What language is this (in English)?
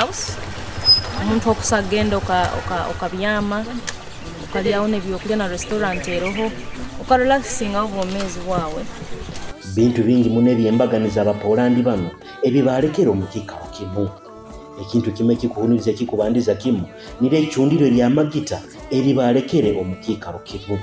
Nyoro